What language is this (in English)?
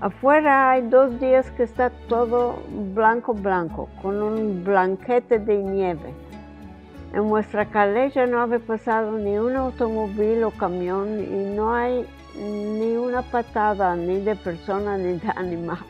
Ladino